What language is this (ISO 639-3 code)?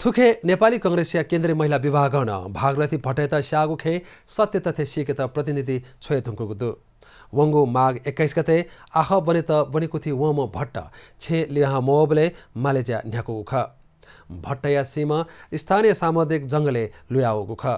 new